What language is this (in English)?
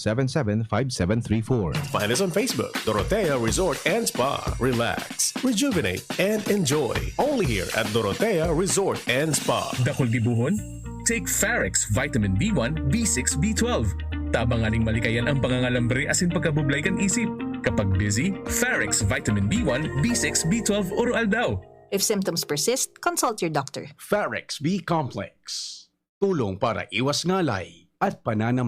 Bikol